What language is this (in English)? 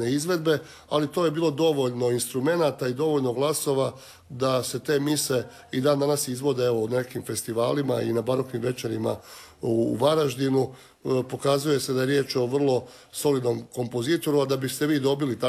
Croatian